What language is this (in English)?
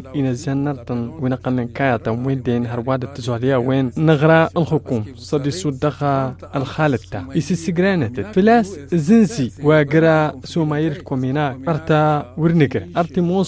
Tamasheq